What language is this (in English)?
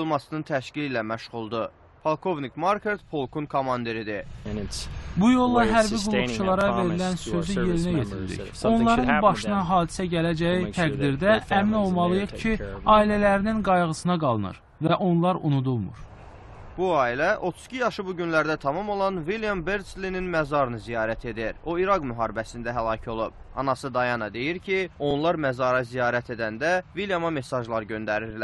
Azerbaijani